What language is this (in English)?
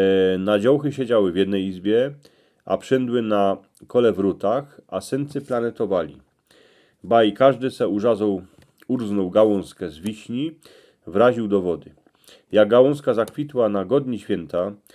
Silesian